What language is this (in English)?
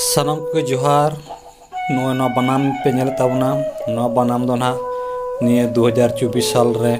Santali